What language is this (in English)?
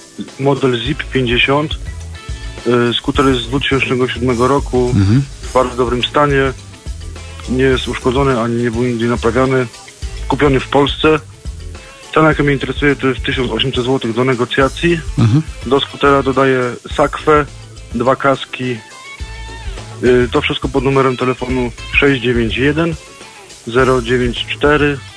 Polish